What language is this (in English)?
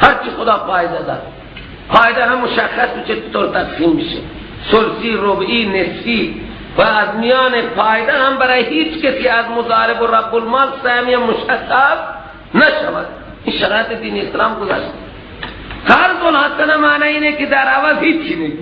Persian